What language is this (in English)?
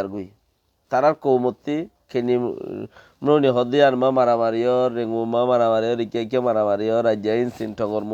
Rohingya